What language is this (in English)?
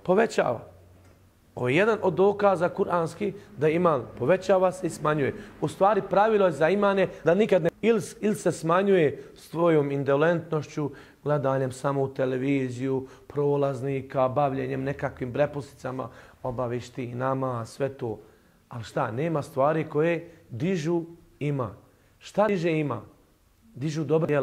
Bosnian